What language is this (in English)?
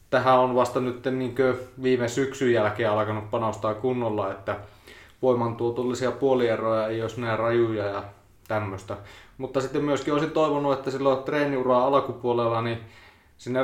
Finnish